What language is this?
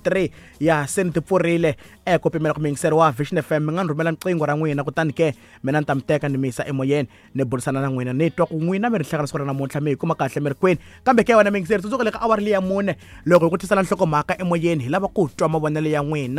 Tsonga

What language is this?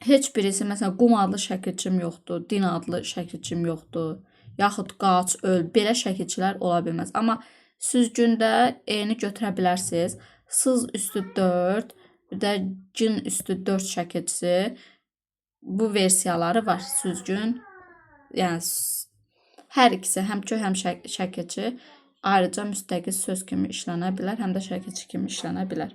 Azerbaijani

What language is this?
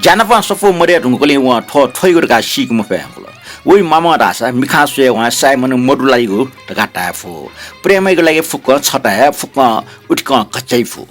Newari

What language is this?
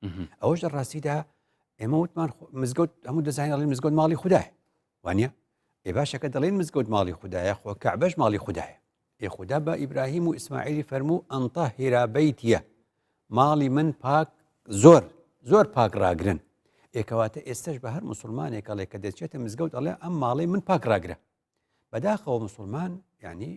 Central Kurdish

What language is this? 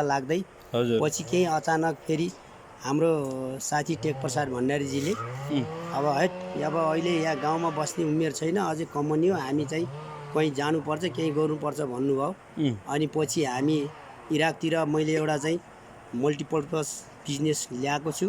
Nepali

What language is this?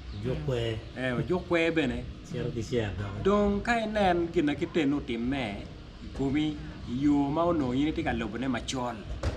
Acoli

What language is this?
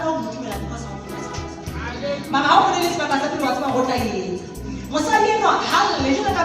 Southern Sotho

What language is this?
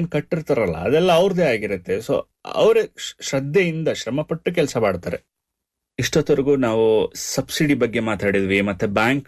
Kannada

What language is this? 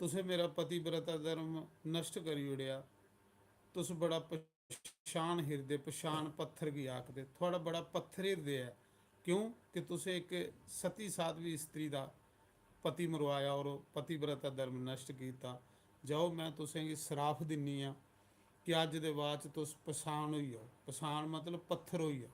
Dogri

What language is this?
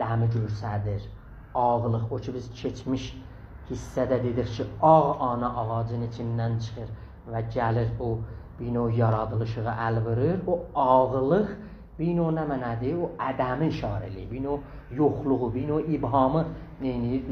South Azerbaijani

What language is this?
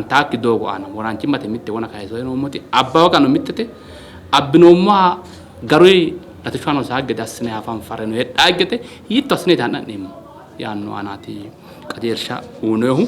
Sidamo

